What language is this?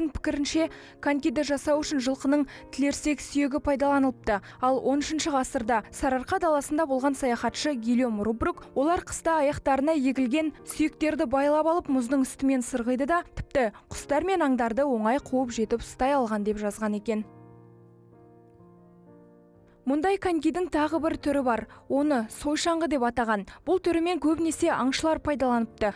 Kazakh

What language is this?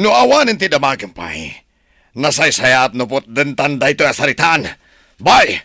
Iloko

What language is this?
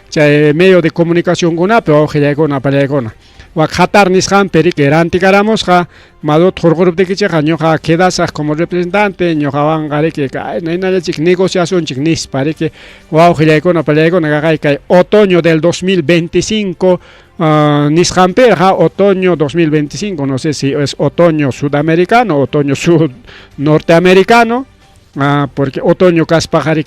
Ayacucho Quechua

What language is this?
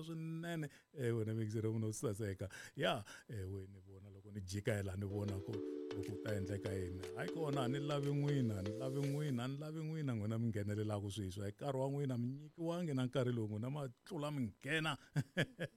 Tsonga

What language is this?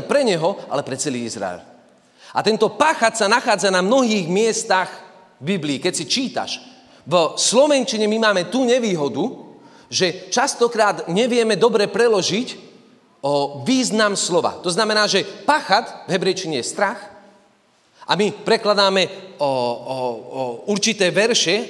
Slovak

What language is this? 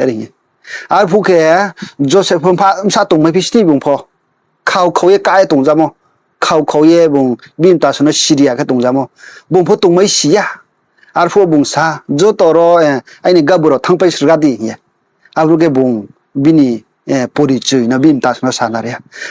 Riang (India)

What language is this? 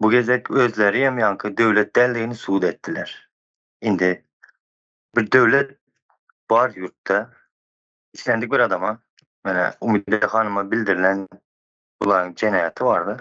Turkmen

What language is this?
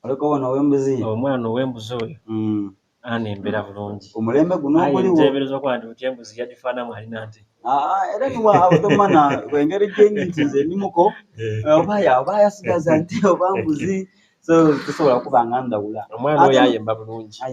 Soga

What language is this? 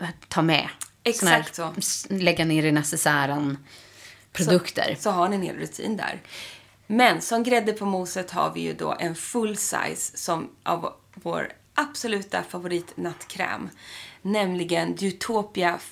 Swedish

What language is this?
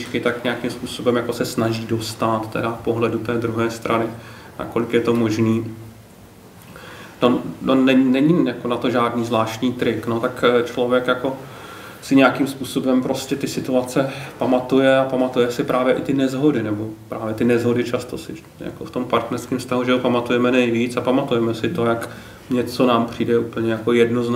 Czech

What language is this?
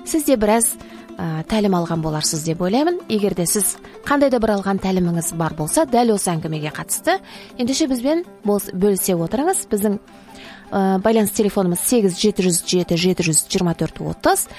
Kazakh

